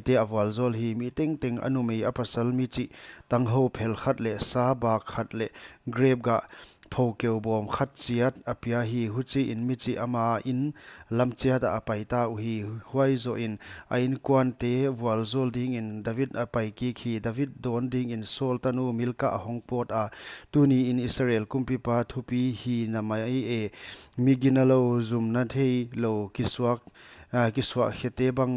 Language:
Paite Chin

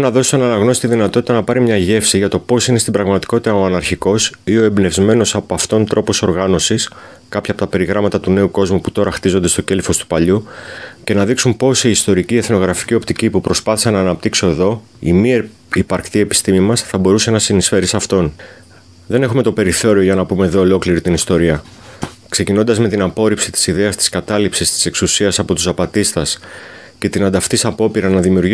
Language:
Greek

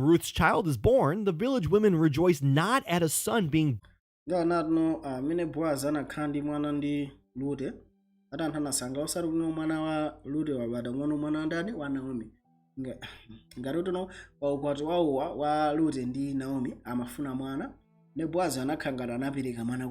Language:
Nyanja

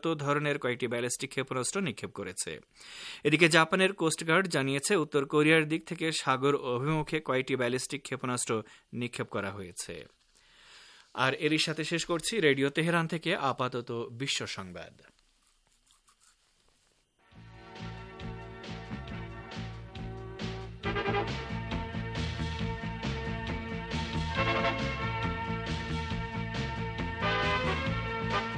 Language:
Bangla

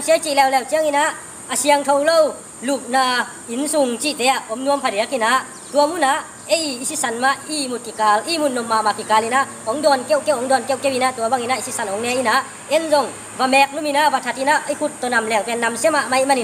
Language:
Tedim Chin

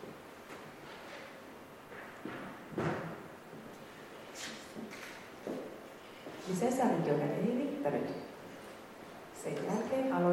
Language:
Finnish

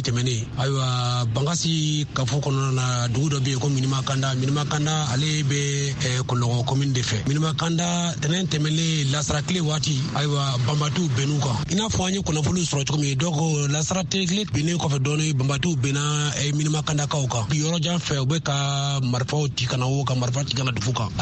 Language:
Bambara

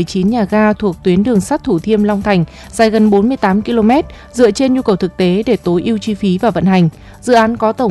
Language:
Vietnamese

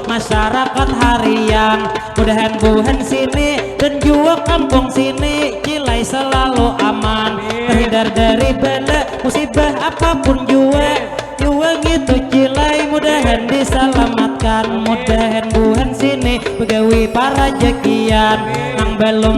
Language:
Banjar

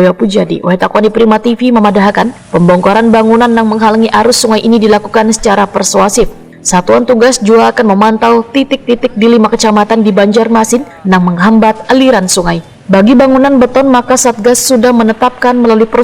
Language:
Banjar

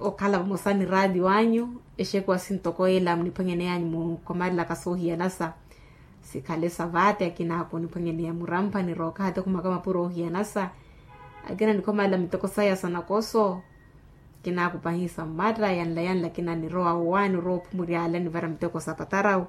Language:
Makhuwa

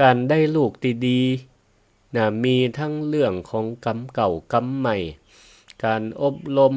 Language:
Northern Thai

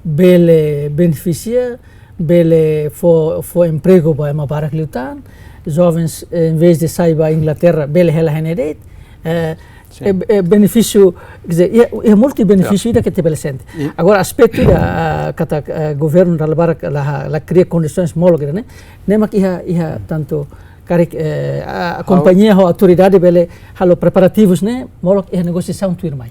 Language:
Tetum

